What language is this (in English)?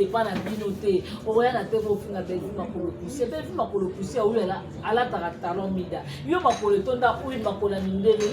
Lingala